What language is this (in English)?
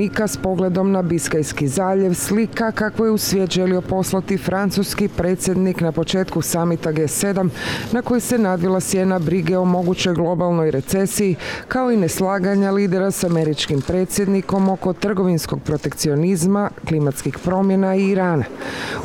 Croatian